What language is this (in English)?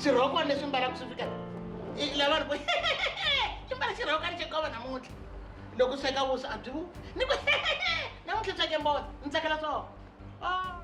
Tsonga